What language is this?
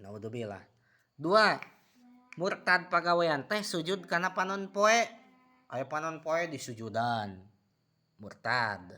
Sundanese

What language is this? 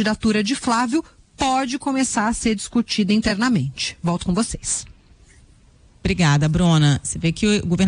Portuguese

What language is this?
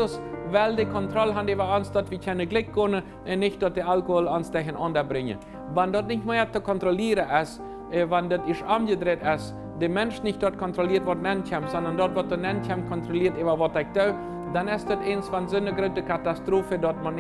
Plautdietsch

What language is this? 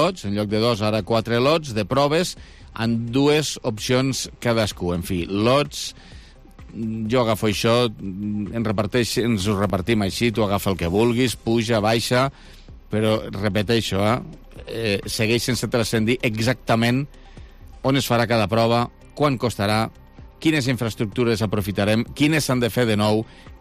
Catalan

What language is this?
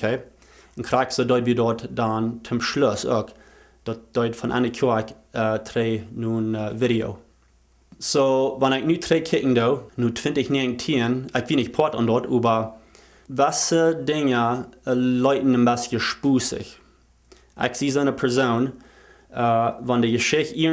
Plautdietsch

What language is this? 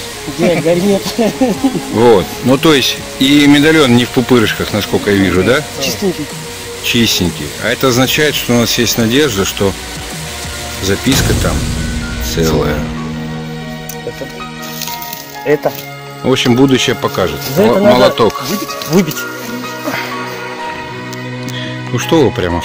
Russian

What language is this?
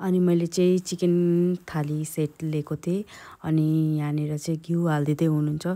Nepali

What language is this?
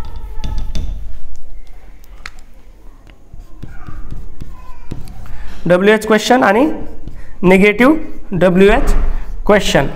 Marathi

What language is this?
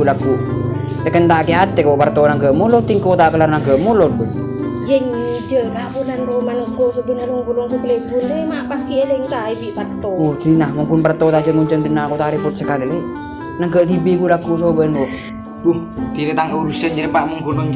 Madurese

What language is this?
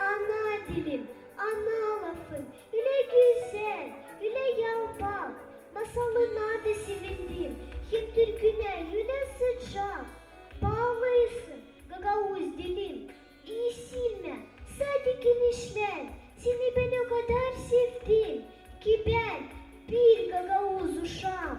Gagauz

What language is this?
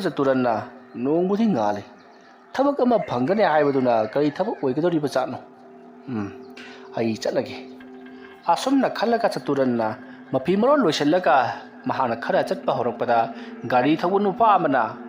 Manipuri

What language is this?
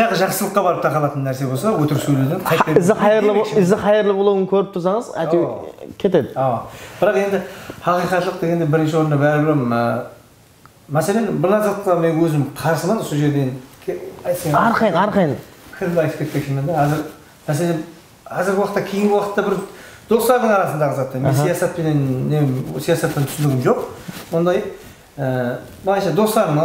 Kara-Kalpak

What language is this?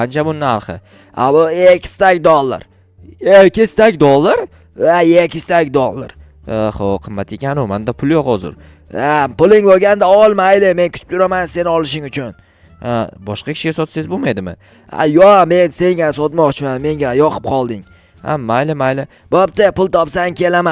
Uzbek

